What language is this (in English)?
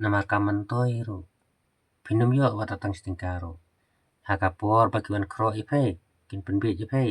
Khasi